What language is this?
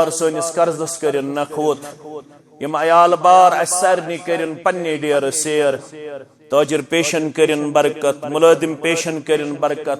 Kashmiri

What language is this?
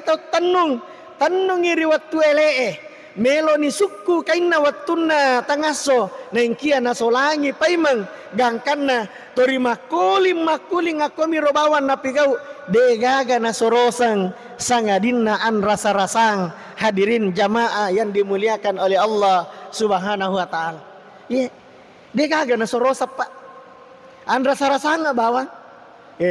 Buginese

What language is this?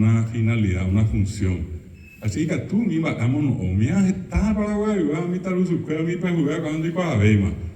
Guarani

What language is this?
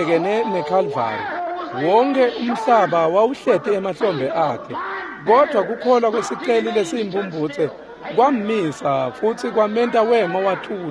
Swati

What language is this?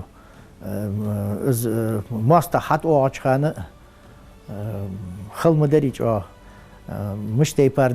Ingush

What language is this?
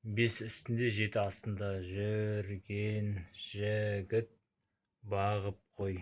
Kazakh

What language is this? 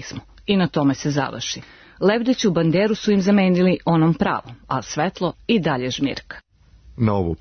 Serbian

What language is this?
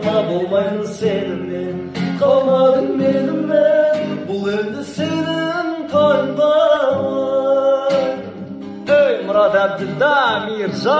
Kazakh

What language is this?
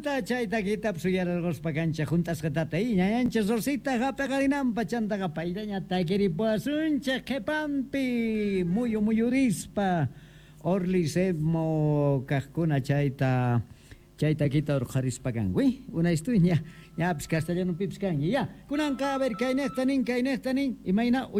South Bolivian Quechua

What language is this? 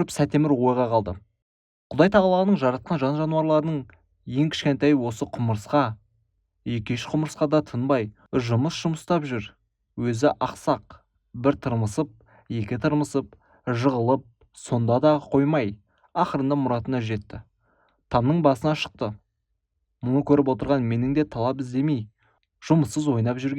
Kazakh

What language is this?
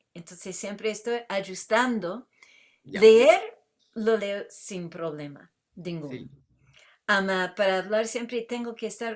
Ladino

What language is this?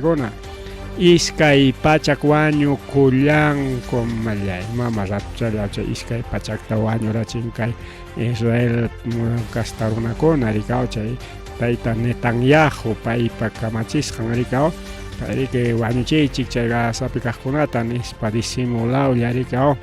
Ayacucho Quechua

